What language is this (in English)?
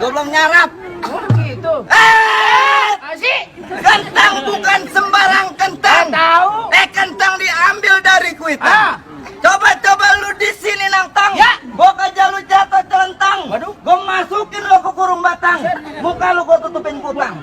Betawi